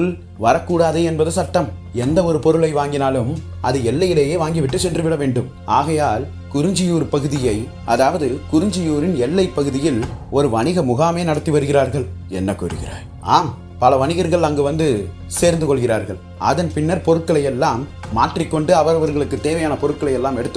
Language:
Tamil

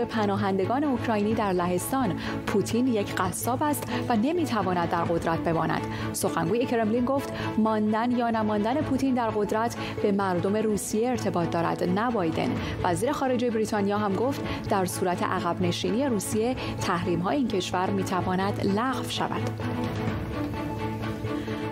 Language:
Persian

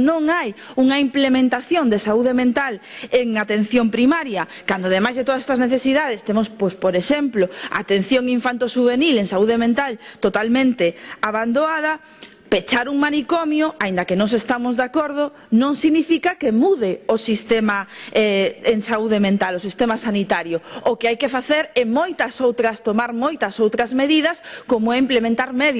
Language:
Galician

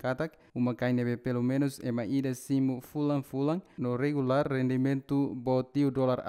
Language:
Tetum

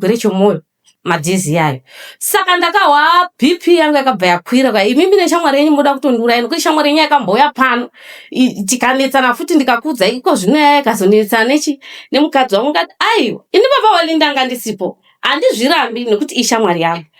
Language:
Shona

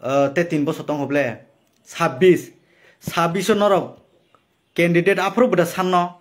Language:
Kok Borok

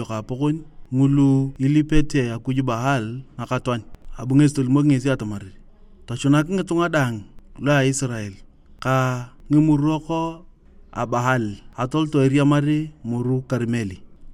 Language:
Turkana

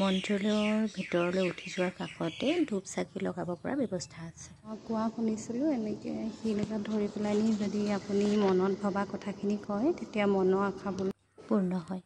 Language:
Assamese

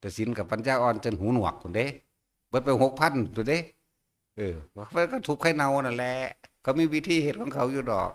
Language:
Northeastern Thai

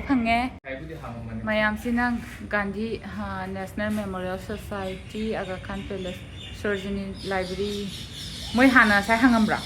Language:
Manipuri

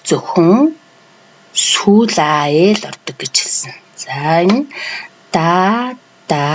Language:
Mongolian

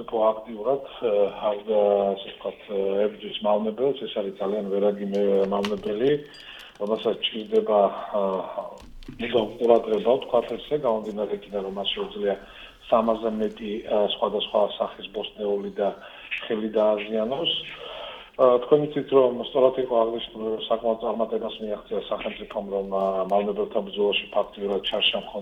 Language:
Georgian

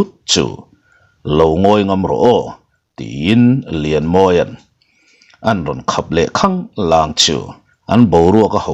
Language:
Mizo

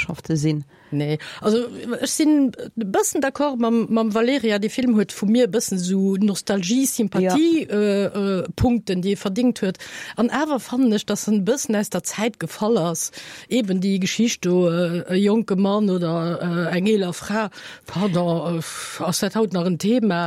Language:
Luxembourgish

